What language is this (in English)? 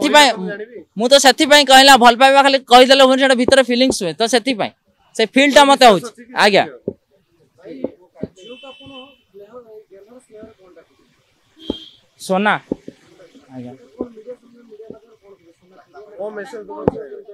Odia